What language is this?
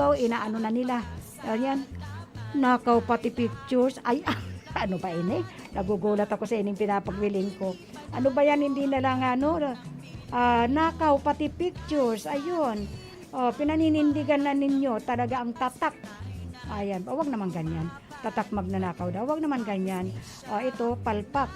Bikol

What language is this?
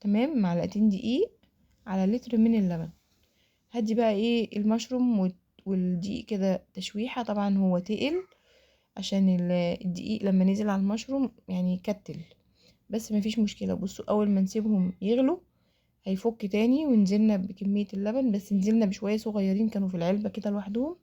Egyptian Arabic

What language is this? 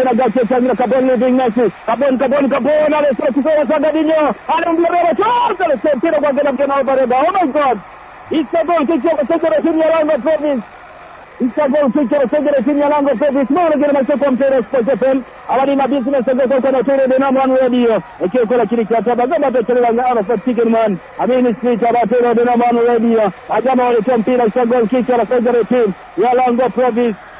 Swahili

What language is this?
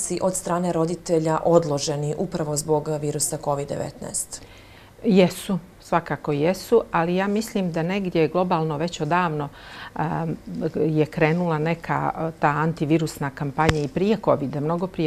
Bosnian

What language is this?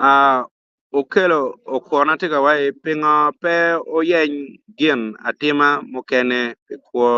Acoli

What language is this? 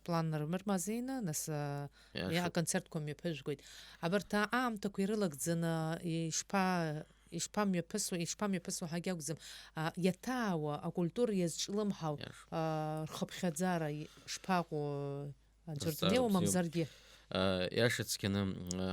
Abkhazian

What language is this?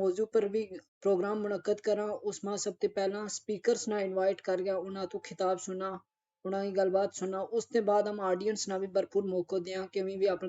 Gujari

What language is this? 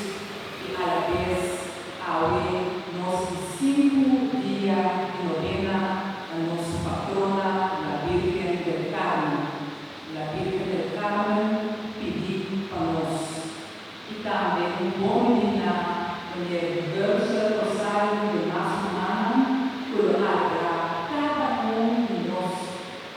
Papiamento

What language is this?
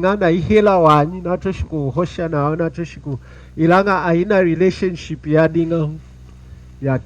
Lunda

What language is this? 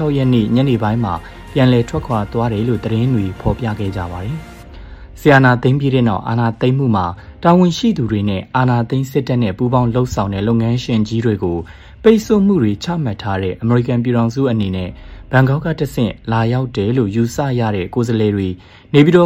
Burmese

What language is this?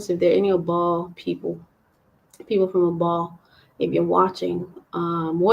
Acoli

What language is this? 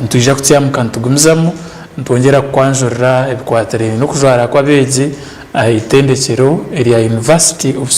Nyankole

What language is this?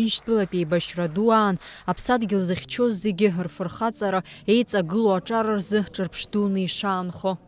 Abkhazian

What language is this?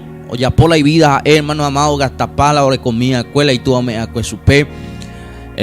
Guarani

